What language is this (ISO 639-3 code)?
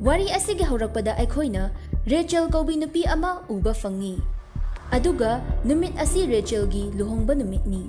mni